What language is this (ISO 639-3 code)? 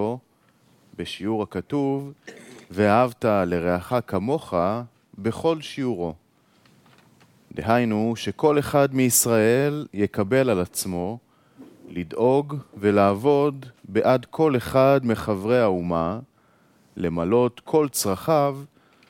heb